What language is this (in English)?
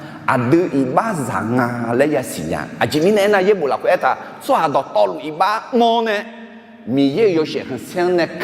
Akha